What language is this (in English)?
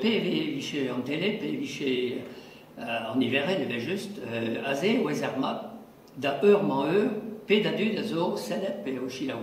Breton